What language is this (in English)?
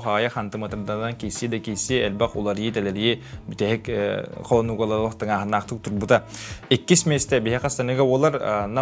Yakut